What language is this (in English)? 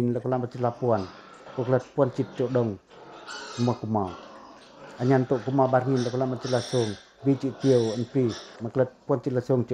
Pacoh